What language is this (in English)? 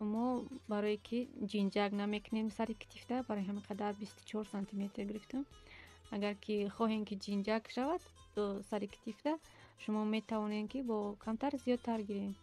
Tajik